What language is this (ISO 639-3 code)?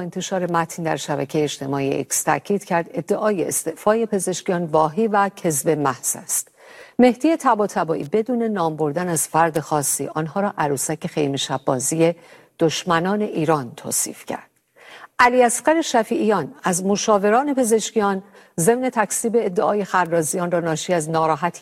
fas